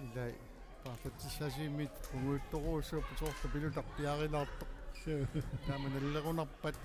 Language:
Kalaallisut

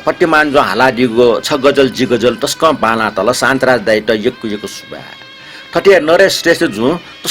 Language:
Newari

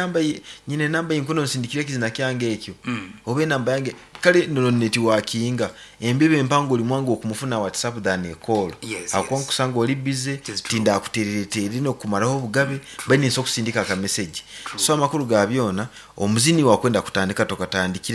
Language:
Nyankole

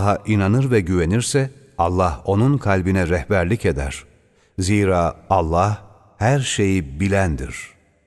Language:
Turkish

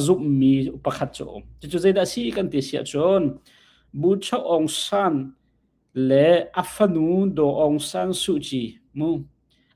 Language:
Hakha Chin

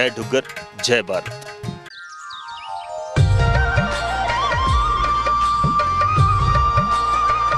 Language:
Dogri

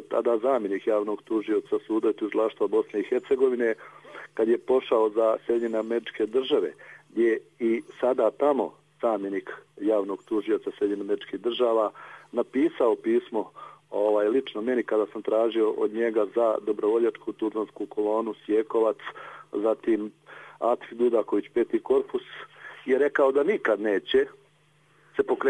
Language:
Bosnian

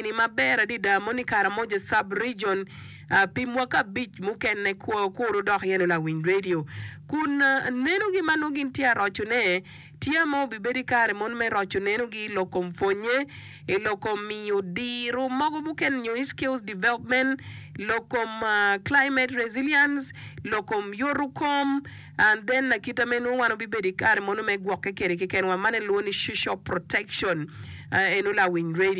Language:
Acoli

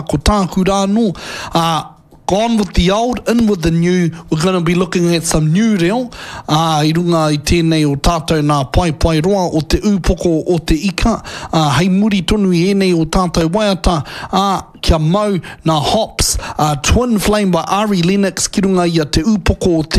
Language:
Māori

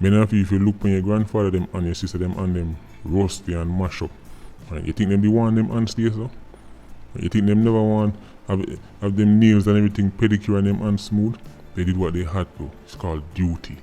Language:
Jamaican Creole English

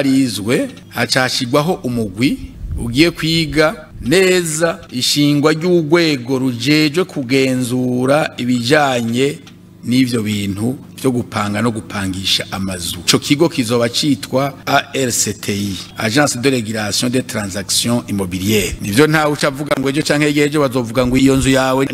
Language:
Rundi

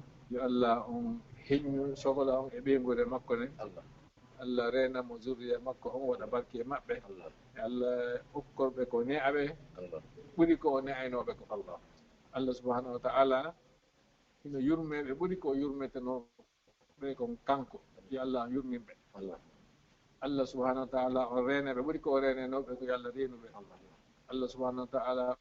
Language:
Fula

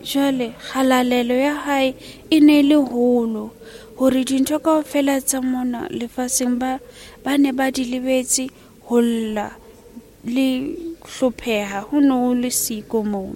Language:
Southern Sotho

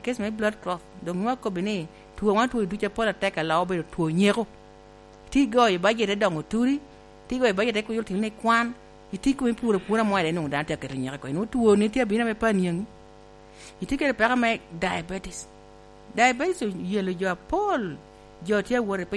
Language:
Lango (Uganda)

